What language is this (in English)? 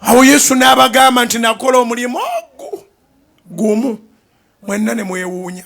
Ganda